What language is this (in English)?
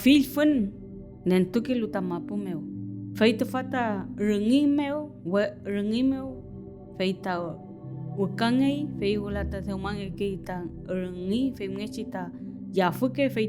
Mapuche